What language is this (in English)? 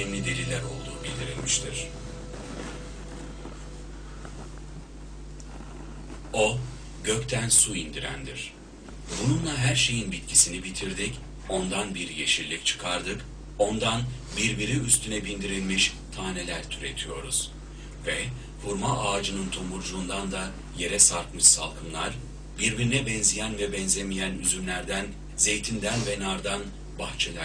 Turkish